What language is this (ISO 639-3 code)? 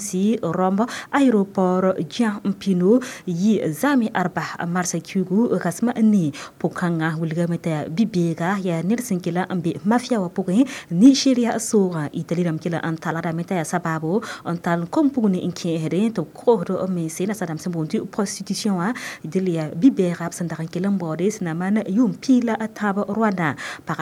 mos